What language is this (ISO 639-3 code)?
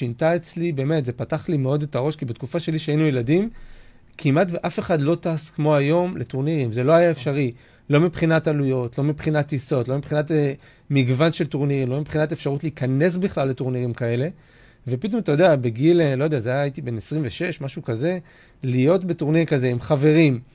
heb